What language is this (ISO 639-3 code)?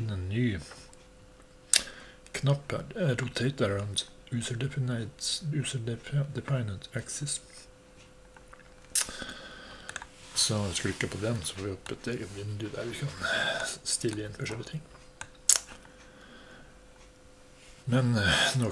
nor